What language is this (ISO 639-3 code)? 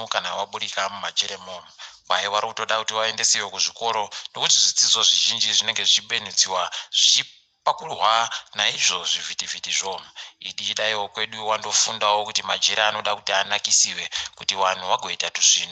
ndc